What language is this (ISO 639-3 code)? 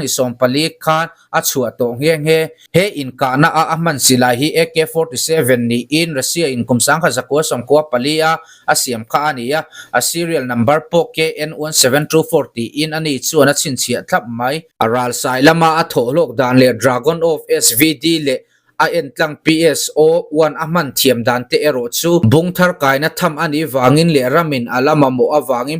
lus